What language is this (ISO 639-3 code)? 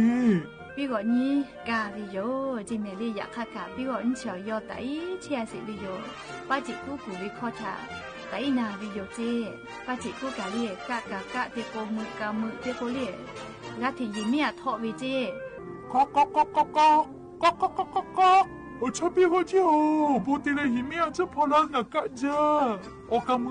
lhu